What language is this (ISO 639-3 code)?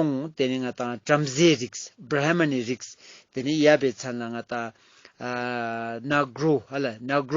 lbj